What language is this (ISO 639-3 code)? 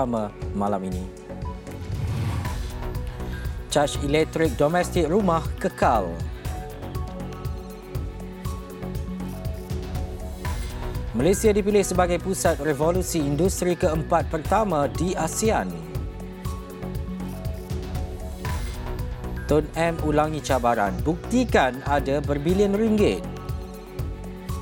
msa